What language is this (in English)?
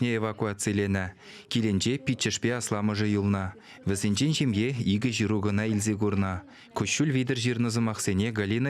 Chuvash